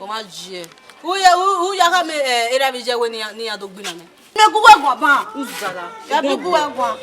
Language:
Bini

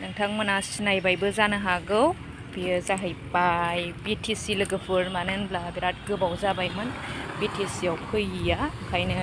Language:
Bodo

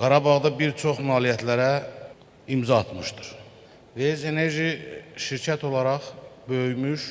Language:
Azerbaijani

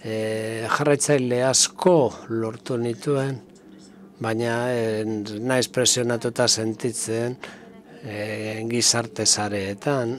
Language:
Basque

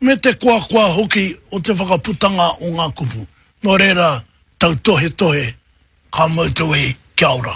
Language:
Māori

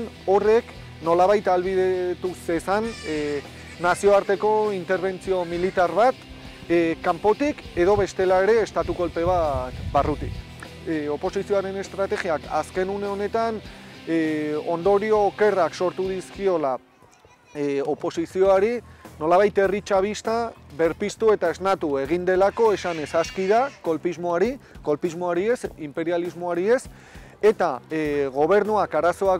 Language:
Basque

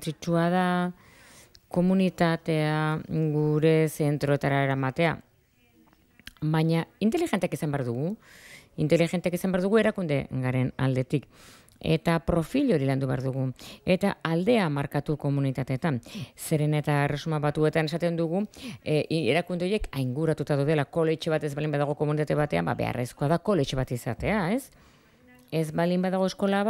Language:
Basque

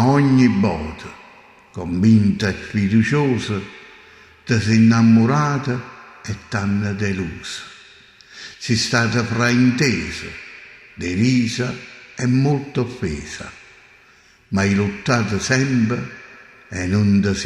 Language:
Neapolitan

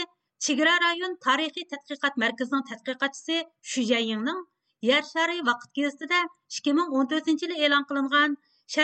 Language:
Uyghur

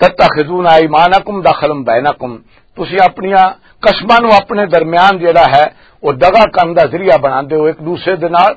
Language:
Western Panjabi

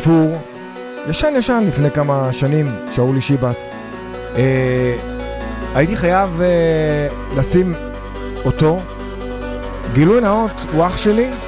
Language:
Hebrew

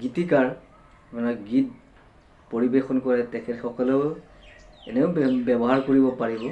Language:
Assamese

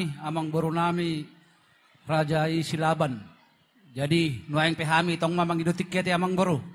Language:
Batak Toba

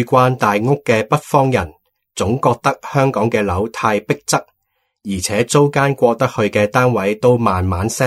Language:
Cantonese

